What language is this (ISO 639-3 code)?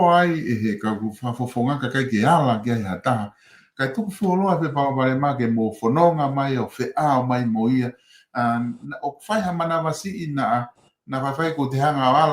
ton